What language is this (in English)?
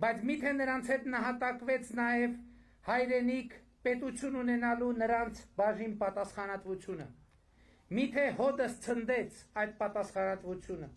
Armenian